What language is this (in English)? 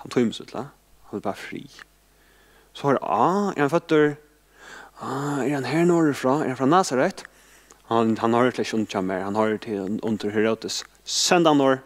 Faroese